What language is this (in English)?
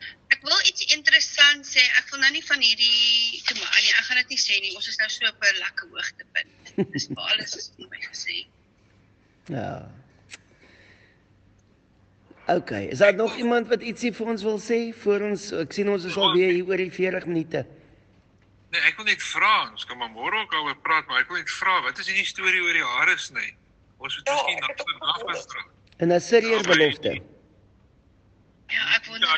Afrikaans